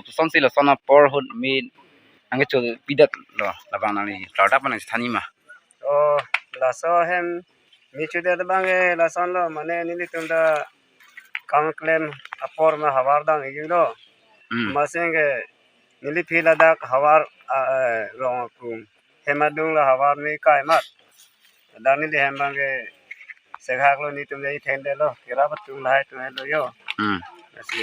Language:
Karbi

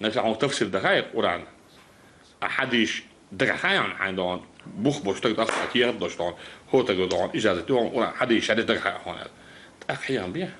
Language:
Chechen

